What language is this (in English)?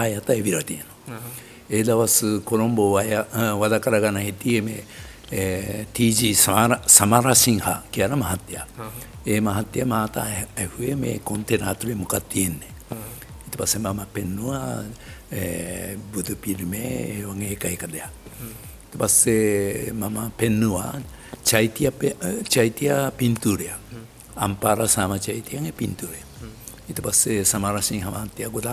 Sinhala